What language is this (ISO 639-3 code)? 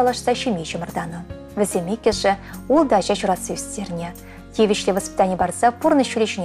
chv